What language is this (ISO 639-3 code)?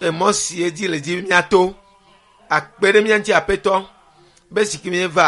ewe